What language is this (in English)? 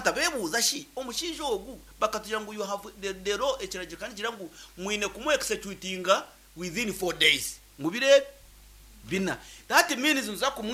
Nyankole